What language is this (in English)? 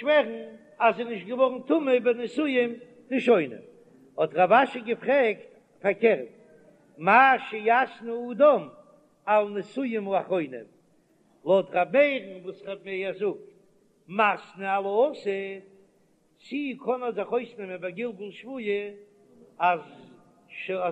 Yiddish